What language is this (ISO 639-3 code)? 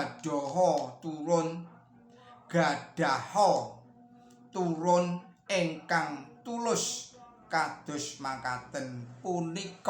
jav